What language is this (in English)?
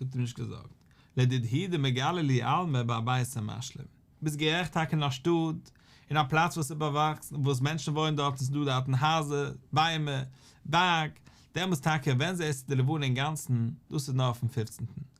Yiddish